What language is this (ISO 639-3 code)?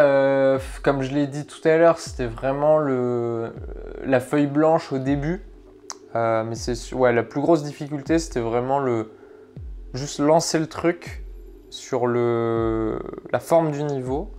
fra